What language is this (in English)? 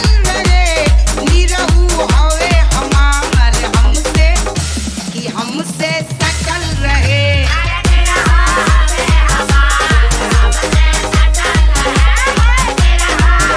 Bhojpuri